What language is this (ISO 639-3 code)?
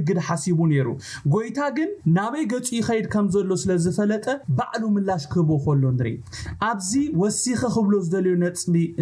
tir